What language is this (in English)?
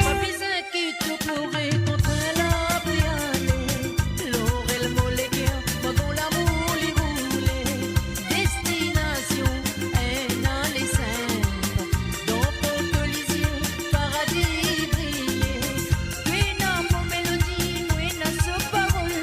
Morisyen